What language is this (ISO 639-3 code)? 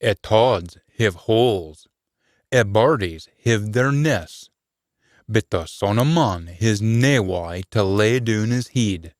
sco